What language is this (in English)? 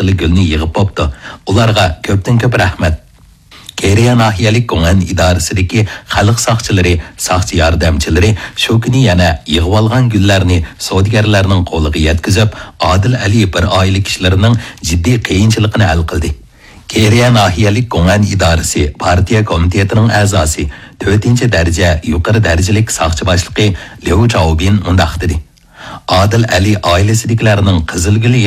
Uyghur